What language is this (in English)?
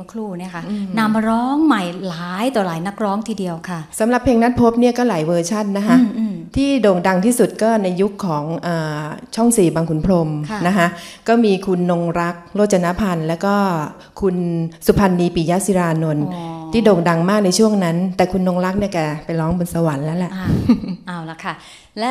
Thai